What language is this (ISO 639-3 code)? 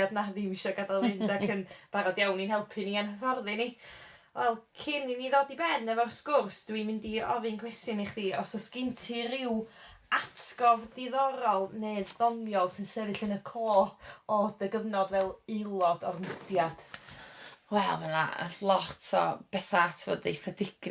cym